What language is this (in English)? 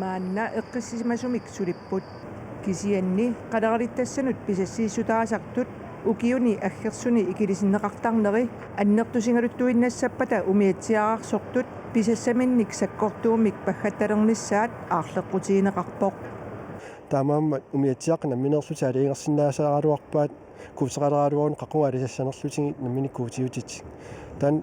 Kalaallisut